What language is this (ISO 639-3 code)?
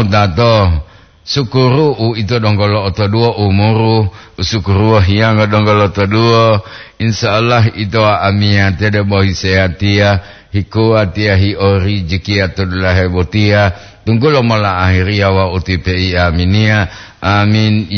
gor